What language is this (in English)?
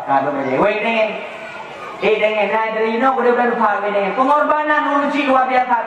Achinese